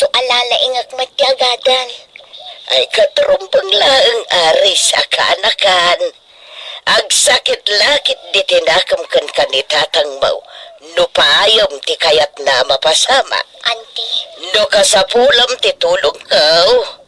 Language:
Iloko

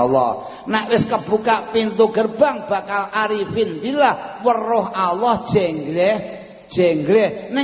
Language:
Javanese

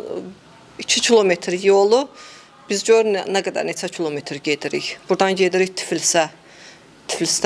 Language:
Azerbaijani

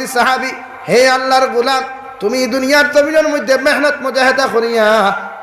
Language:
Sylheti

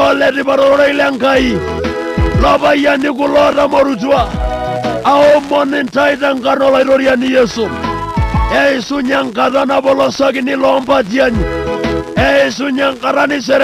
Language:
Masai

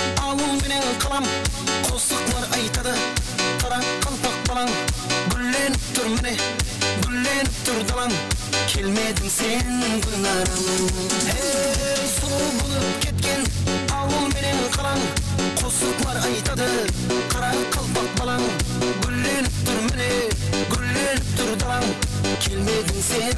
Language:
Kara-Kalpak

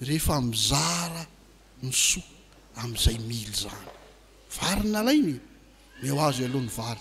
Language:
Malagasy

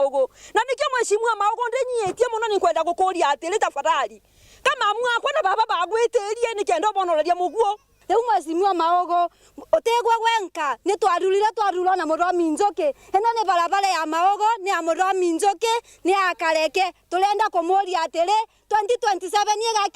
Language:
Meru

